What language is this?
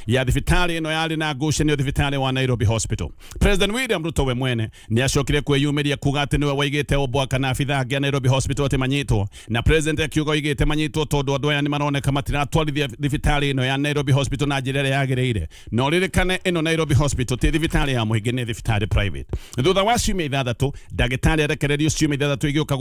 Kikuyu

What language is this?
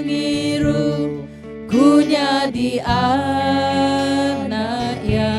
Iban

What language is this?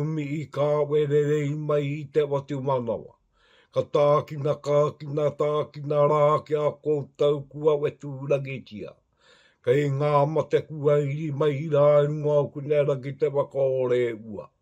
Māori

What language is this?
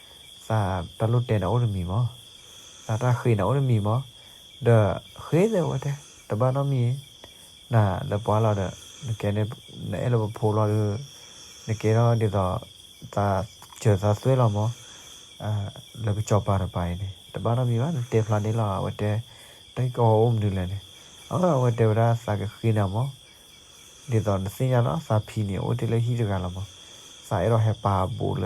S'gaw Karen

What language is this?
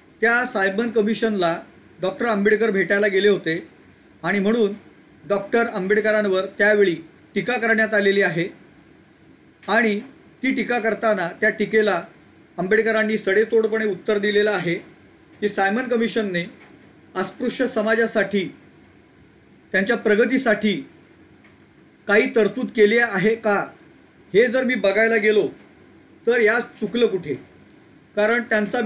Marathi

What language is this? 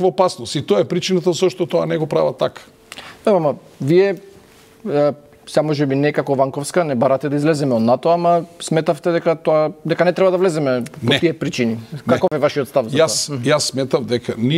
Macedonian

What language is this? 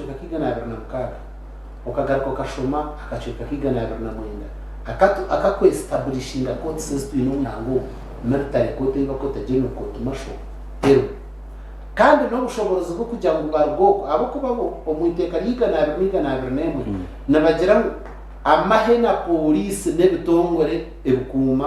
Nyankole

